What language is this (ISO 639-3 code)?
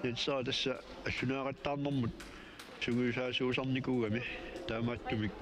kal